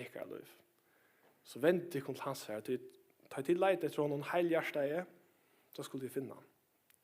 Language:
Faroese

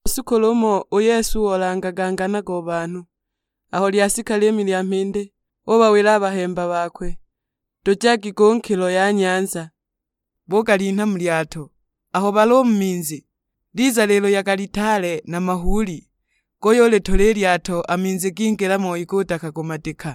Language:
Sukuma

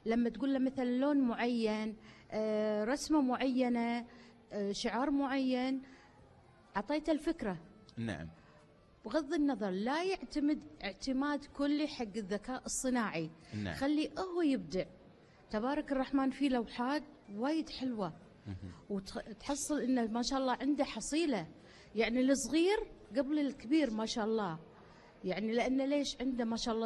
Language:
Gulf Arabic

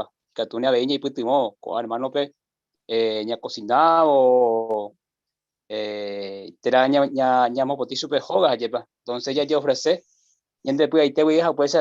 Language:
Guarani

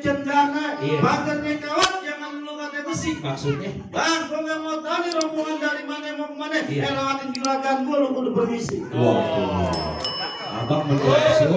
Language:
Betawi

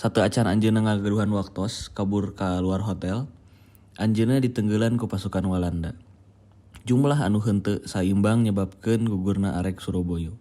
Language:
Sundanese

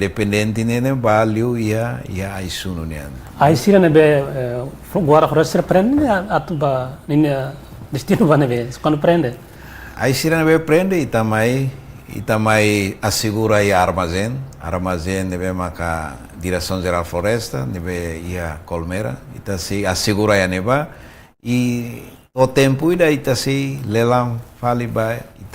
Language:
Tetum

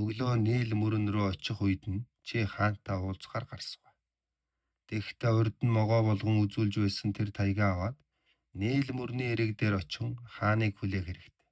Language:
Mongolian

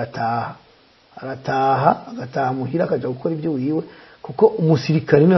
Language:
Rundi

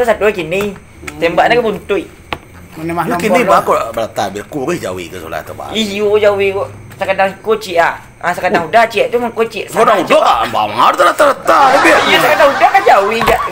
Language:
Minangkabau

